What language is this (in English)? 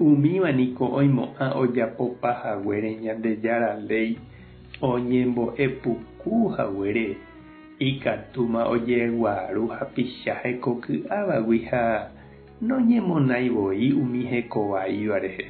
Guarani